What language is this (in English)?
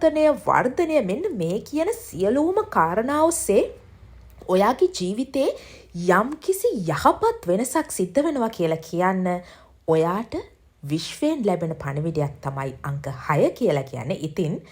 Sinhala